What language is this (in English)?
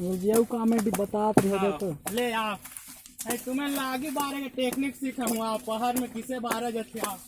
Chhattisgarhi